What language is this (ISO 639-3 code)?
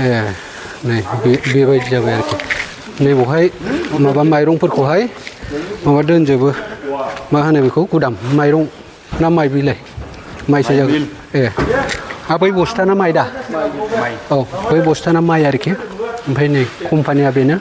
brx